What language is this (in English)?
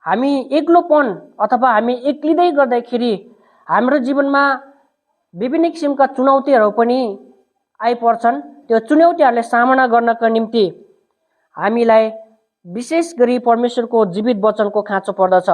Nepali